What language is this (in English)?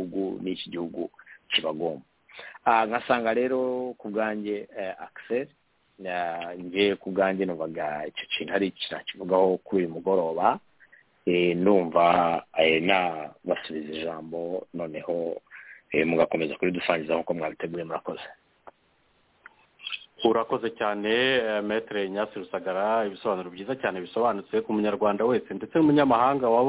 Kinyarwanda